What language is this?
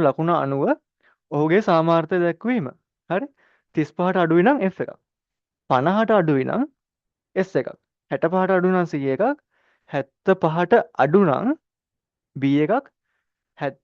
Sinhala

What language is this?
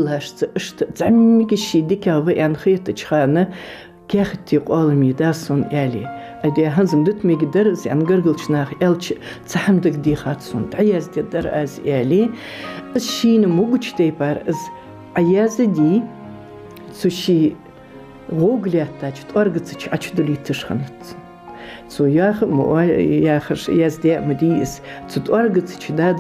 Ingush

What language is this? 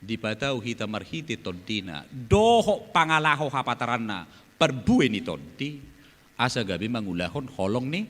Batak Toba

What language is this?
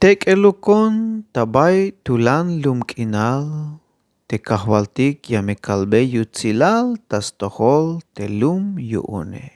Tzeltal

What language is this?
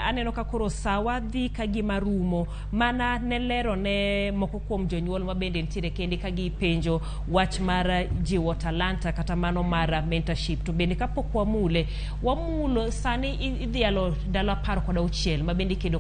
Luo (Kenya and Tanzania)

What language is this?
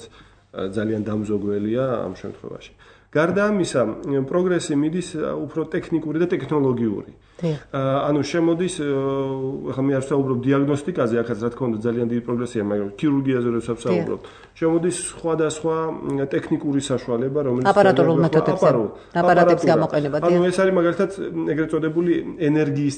Georgian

